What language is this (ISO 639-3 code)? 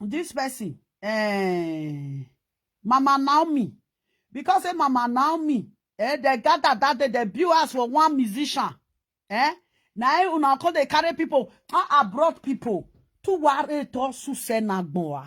pcm